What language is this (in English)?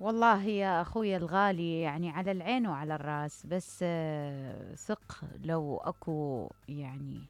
Mesopotamian Arabic